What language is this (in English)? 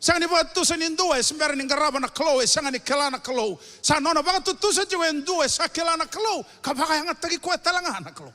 Fijian